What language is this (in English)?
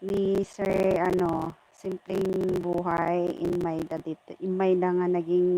Iloko